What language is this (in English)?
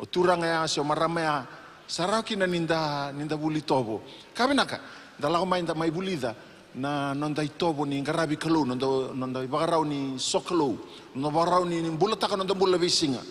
Fijian